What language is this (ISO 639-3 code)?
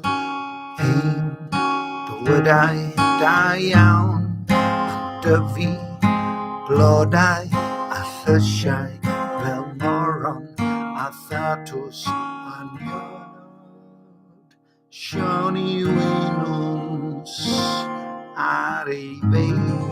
cym